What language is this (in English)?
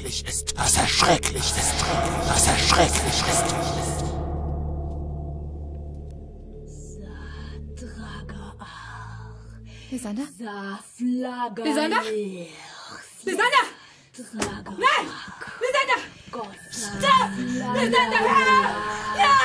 German